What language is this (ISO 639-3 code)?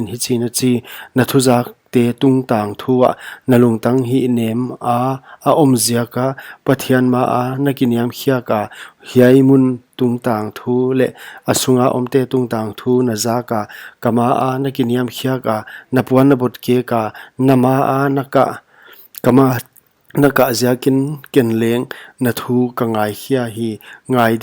pck